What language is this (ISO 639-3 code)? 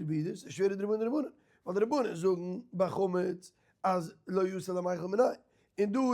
yid